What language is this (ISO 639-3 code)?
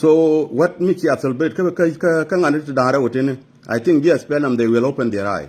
nus